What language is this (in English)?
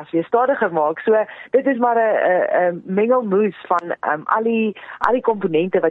Afrikaans